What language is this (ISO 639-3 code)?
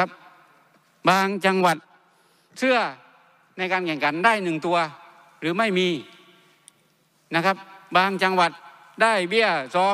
tha